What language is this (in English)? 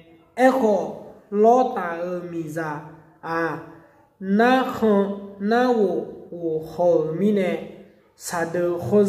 Akha